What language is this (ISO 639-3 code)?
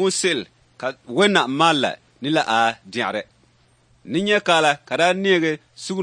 dag